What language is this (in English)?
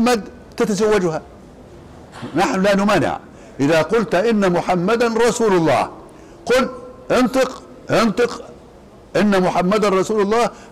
Arabic